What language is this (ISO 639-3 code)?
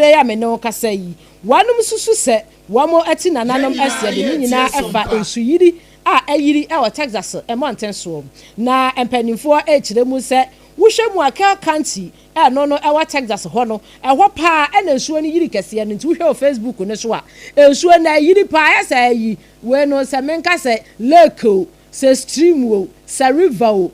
aka